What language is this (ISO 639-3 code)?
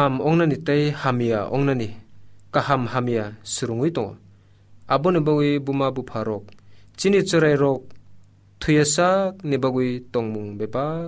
trp